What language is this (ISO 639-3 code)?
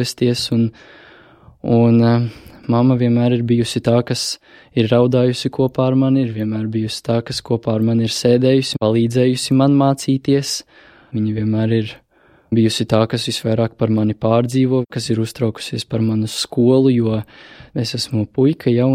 lav